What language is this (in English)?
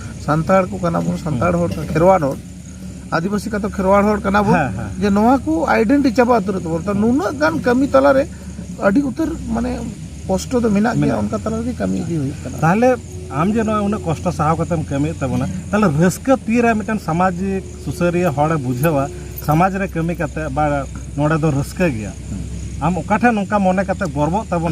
Santali